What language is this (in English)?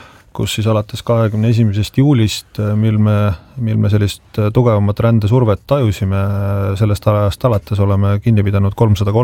Estonian